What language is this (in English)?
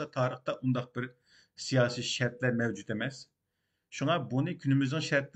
Uyghur